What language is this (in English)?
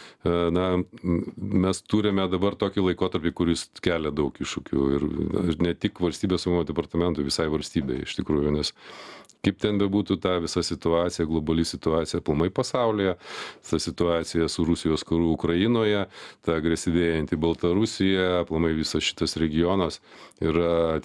Lithuanian